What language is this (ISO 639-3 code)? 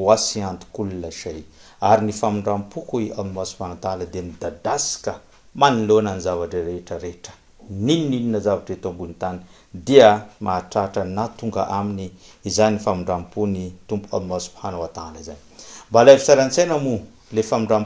mlg